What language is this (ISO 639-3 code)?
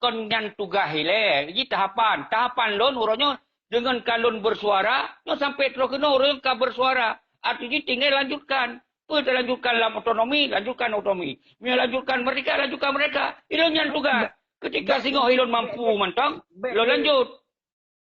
ace